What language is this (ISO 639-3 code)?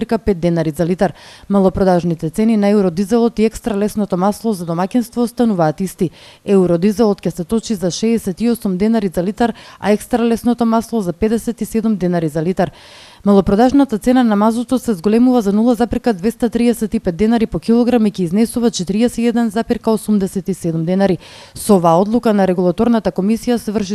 mkd